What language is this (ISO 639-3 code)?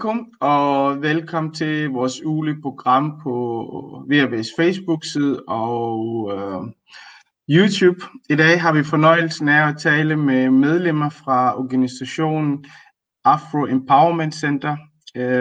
dan